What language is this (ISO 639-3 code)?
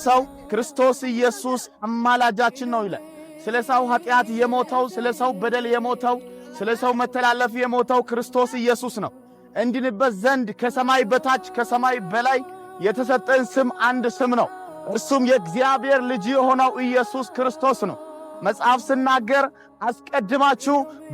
amh